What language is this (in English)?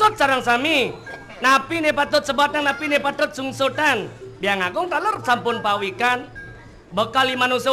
Balinese